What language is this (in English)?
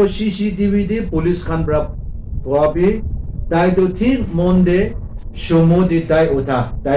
Naga Pidgin